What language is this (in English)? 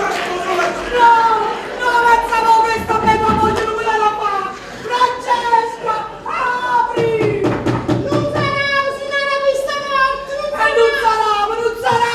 Neapolitan